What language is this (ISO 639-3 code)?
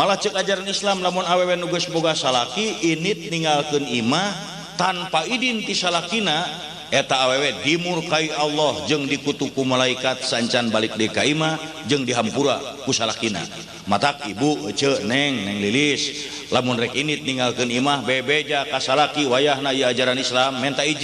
sun